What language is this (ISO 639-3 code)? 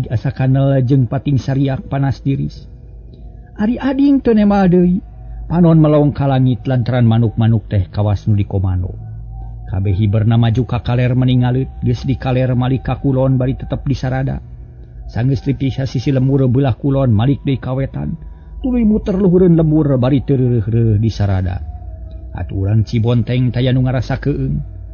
sun